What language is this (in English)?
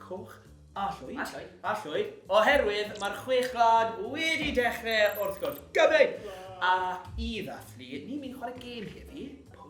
Welsh